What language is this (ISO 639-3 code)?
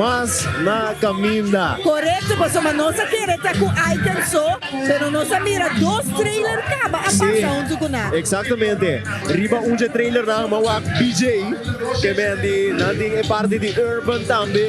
pap